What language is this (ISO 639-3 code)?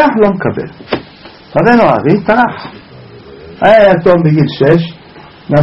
heb